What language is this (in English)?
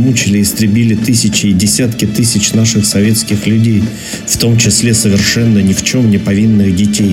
Russian